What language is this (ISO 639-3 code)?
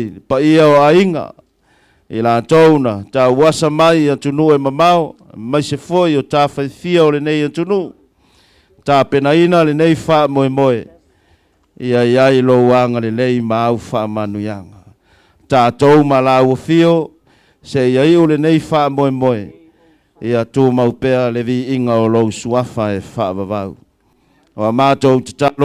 smo